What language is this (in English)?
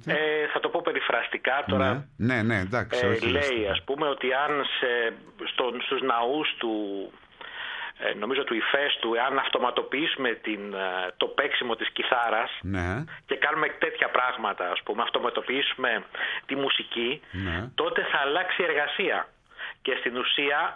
Greek